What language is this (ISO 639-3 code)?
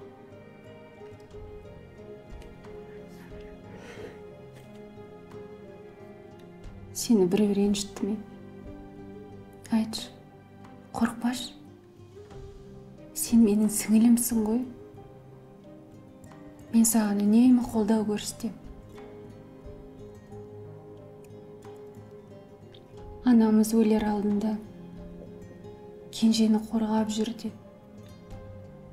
kaz